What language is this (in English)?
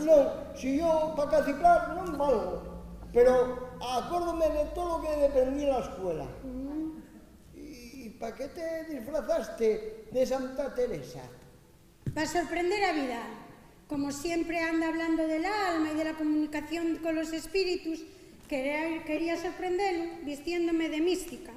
Asturian